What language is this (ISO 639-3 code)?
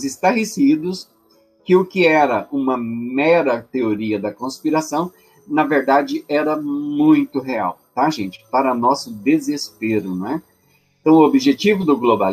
por